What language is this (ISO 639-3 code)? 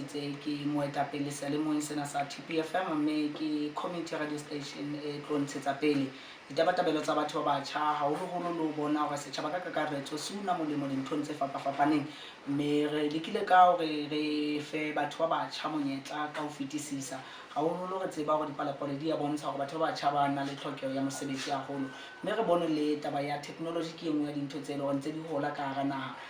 sot